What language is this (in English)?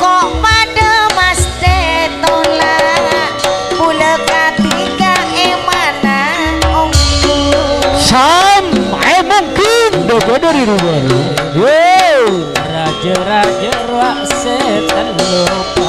Madurese